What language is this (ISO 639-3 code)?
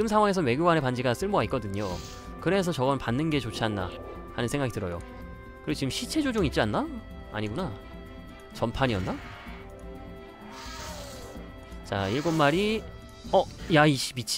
kor